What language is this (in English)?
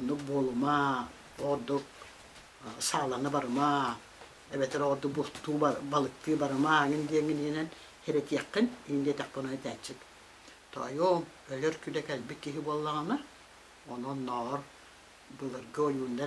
Yakut